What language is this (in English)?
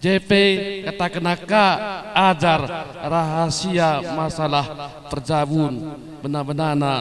Batak Karo